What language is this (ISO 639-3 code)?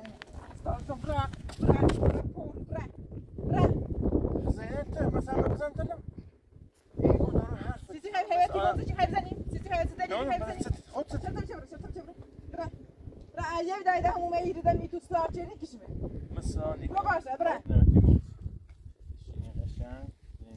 fas